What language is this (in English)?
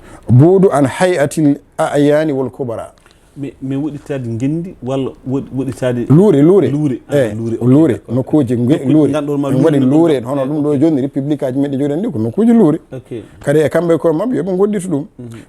Fula